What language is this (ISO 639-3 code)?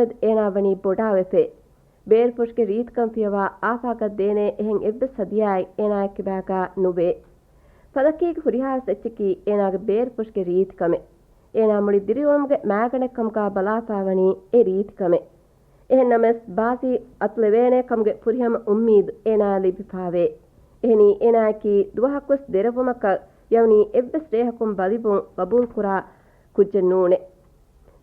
div